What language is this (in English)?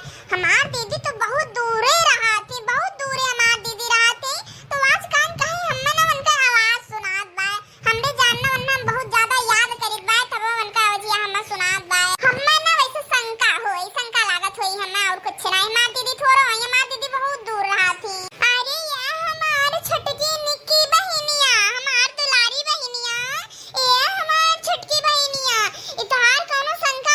Awadhi